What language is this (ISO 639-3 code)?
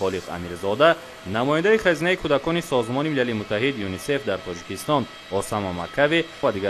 tgk